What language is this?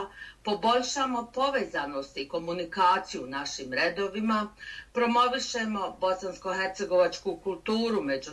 Bosnian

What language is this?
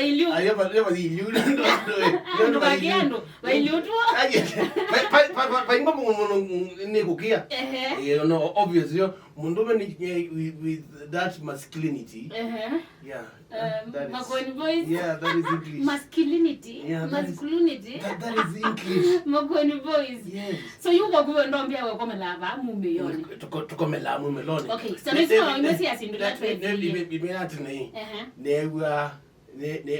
Kamba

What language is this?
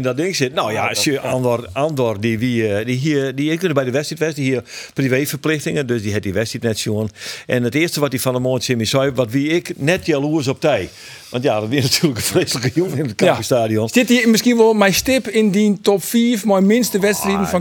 Western Frisian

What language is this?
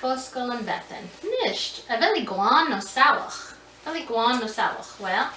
Scottish Gaelic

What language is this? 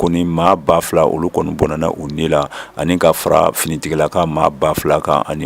Bambara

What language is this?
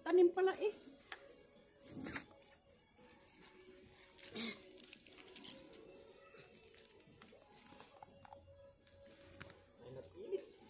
Filipino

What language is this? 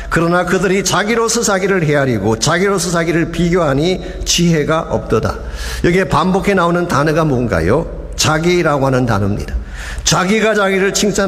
Korean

